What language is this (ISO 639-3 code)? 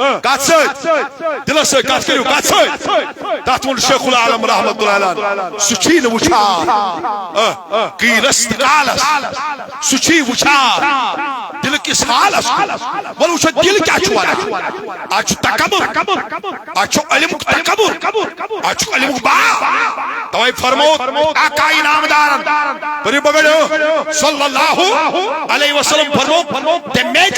kas